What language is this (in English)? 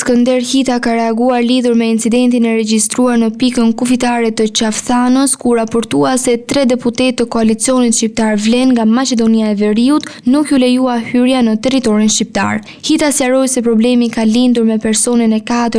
Albanian